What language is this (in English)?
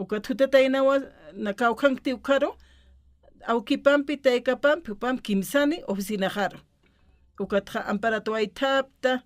Aymara